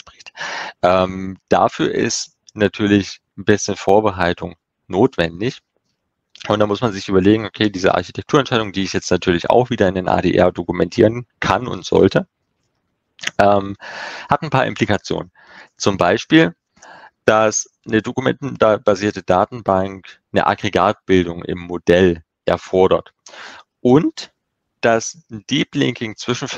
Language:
German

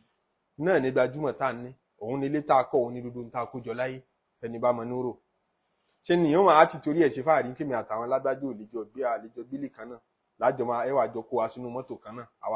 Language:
Yoruba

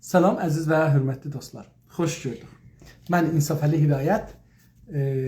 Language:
South Azerbaijani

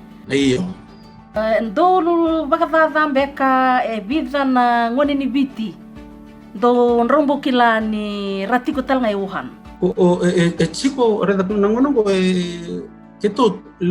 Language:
Fijian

